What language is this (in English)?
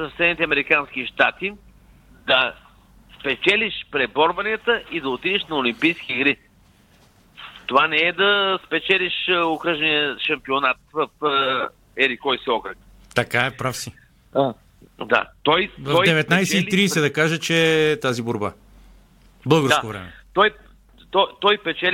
Bulgarian